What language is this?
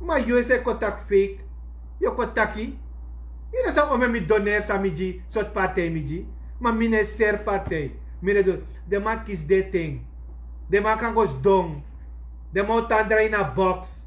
Sranan Tongo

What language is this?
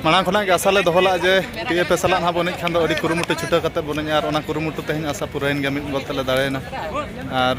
Santali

